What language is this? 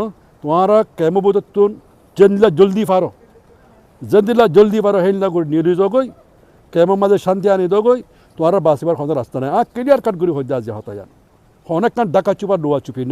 Rohingya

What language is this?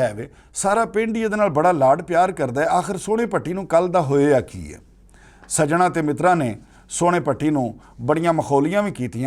Western Panjabi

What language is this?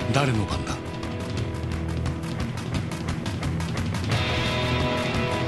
Japanese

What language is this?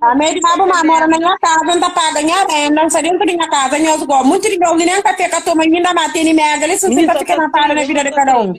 Kabuverdianu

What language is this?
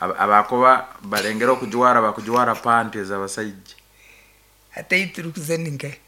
Nyankole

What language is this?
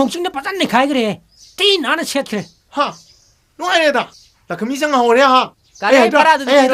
Manipuri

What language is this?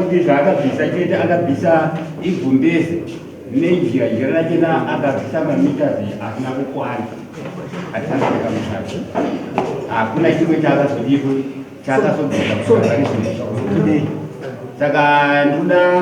Shona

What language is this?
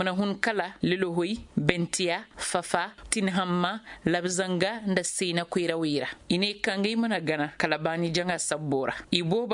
Zarma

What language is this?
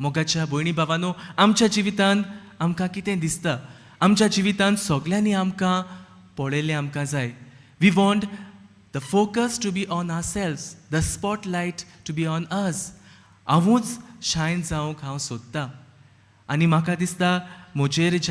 Konkani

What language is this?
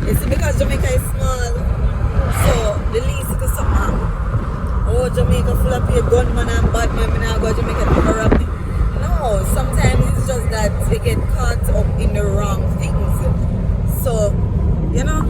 Jamaican Creole English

